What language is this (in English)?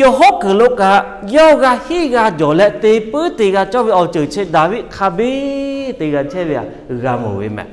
Lahu